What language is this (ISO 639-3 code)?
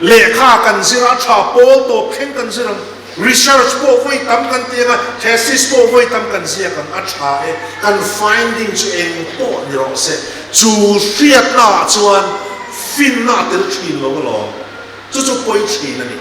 lus